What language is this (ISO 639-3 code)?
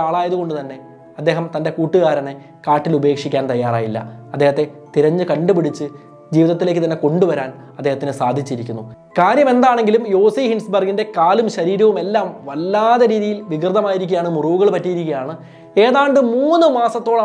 mal